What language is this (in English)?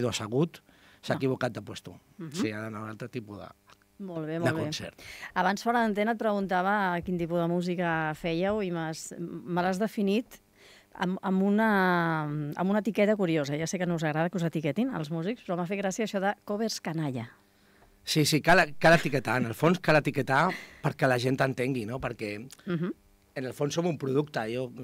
Catalan